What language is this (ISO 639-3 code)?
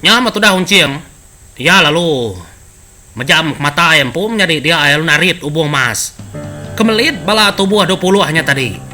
iba